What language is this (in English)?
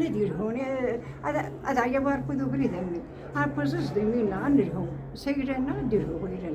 Kabyle